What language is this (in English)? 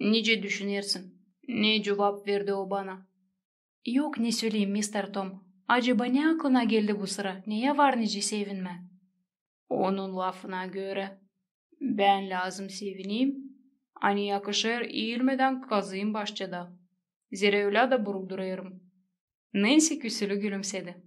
Gagauz